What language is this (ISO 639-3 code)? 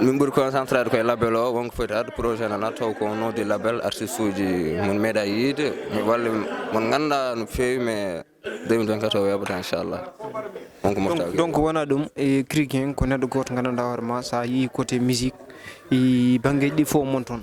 ful